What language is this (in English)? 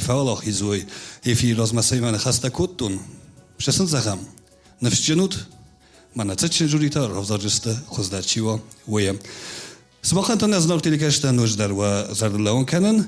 Ossetic